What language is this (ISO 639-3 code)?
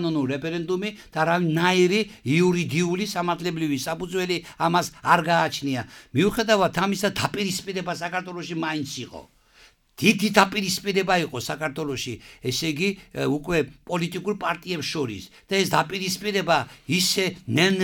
kat